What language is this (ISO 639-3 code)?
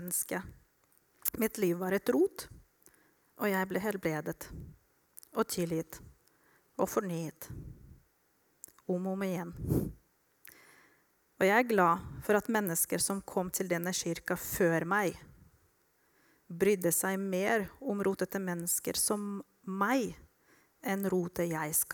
nor